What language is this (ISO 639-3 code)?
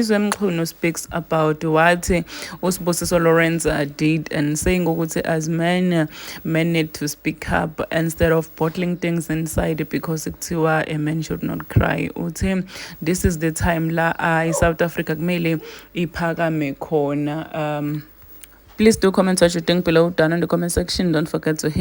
zul